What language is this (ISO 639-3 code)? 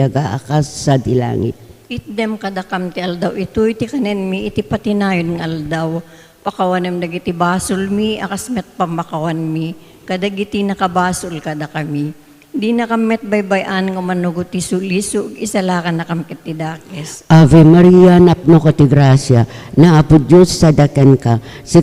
ilo